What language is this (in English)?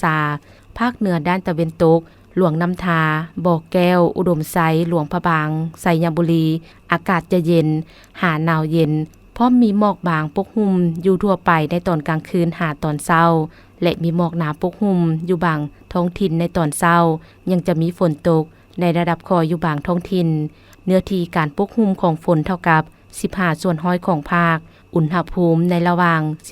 Lao